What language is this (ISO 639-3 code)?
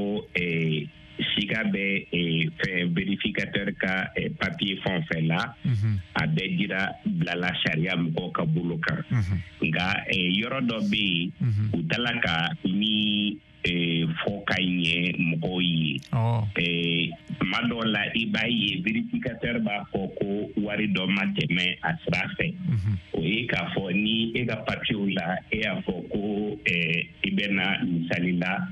bam